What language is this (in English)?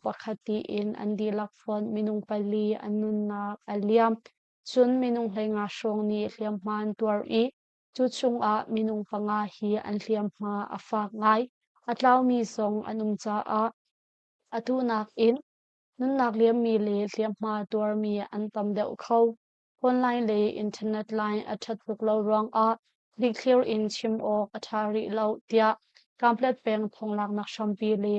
Hakha Chin